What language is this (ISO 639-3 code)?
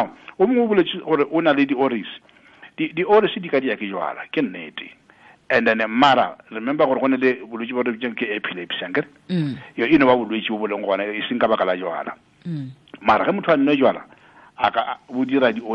nso